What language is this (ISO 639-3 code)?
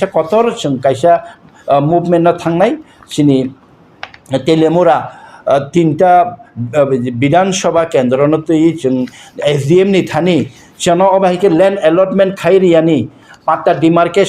trp